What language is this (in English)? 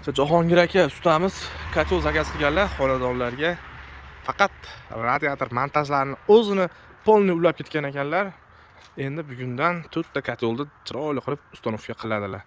Uzbek